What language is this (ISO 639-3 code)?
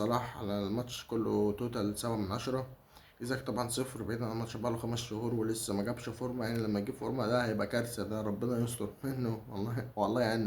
arz